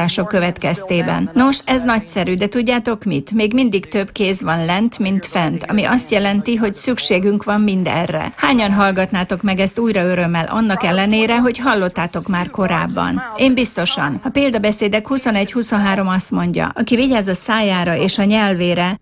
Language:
Hungarian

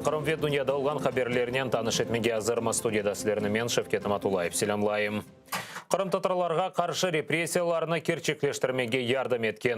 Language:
Crimean Tatar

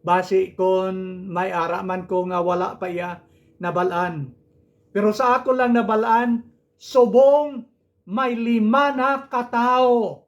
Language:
Hiligaynon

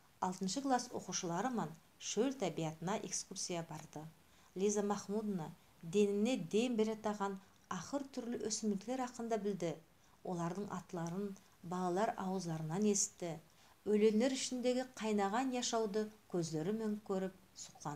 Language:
Nogai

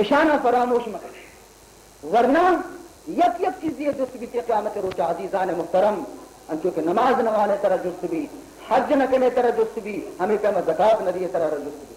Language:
Baluchi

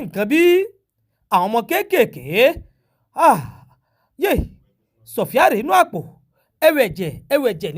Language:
Yoruba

